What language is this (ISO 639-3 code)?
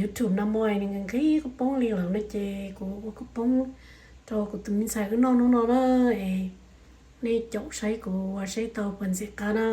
hmn